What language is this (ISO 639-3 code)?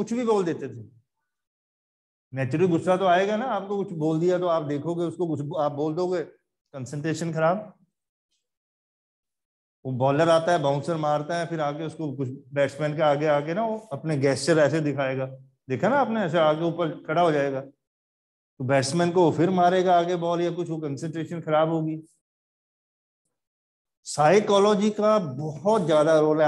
hin